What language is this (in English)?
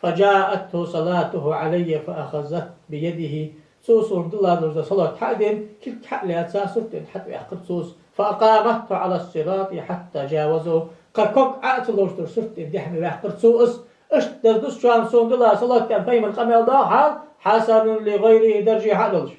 Ingush